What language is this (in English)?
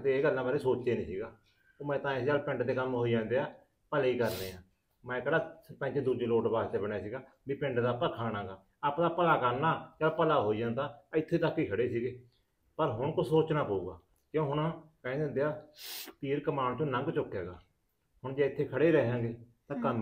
Punjabi